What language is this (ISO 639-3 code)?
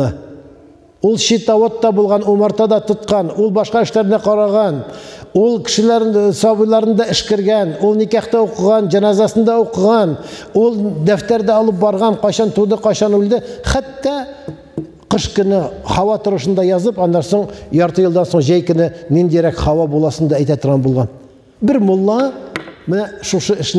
tat